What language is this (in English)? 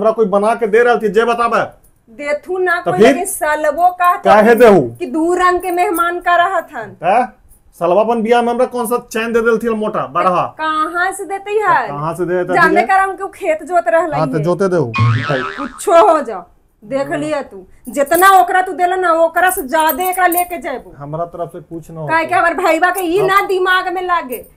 Magahi